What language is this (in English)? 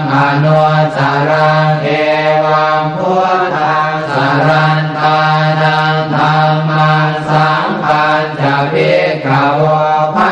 Pali